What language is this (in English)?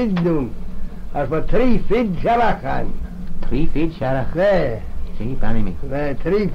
Manx